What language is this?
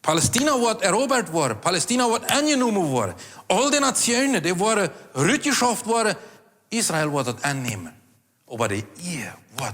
Plautdietsch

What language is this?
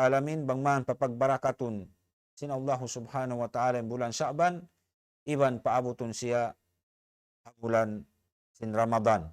Tausug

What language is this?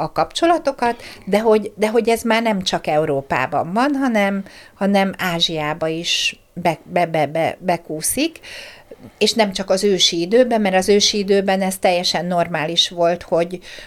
Hungarian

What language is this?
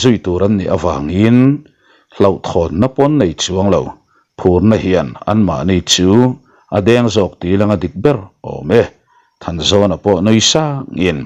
Mizo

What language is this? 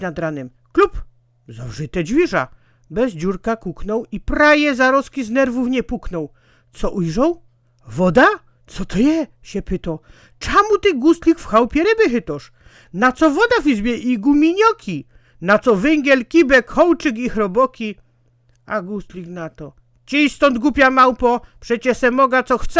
Silesian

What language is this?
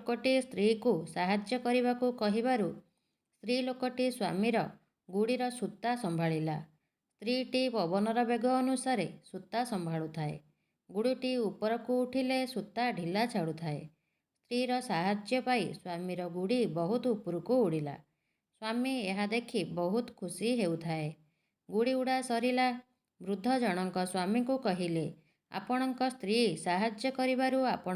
Odia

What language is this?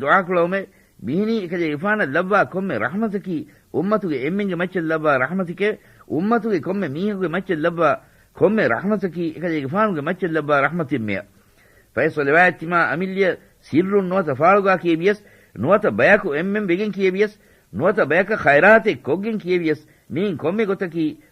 Divehi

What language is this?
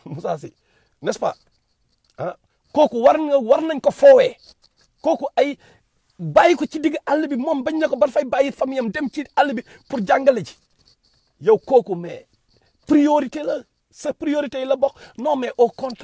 Wolof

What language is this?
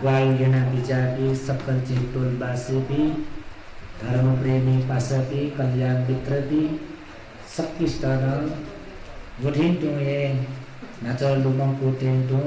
Newari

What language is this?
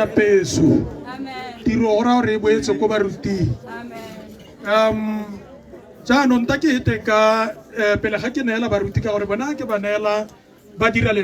Tswana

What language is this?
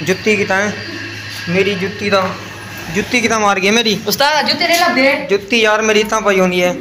Saraiki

